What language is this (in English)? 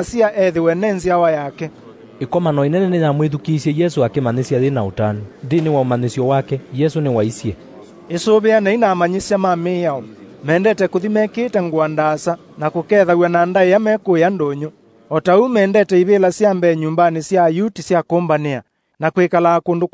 Kamba